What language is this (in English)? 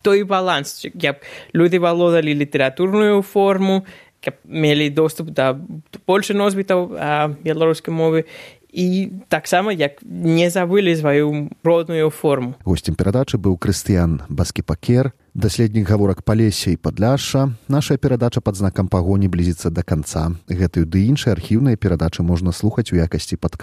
Belarusian